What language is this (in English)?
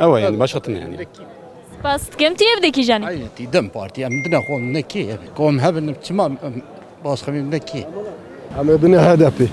Kurdish